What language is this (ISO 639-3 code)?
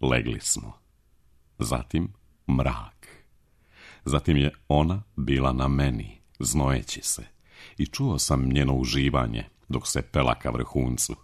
srp